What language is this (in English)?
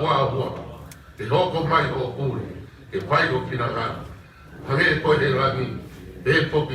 Tongan